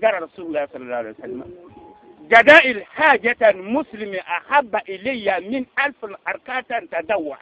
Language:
Bissa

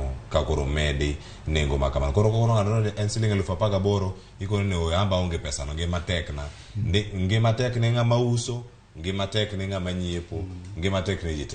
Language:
Luo (Kenya and Tanzania)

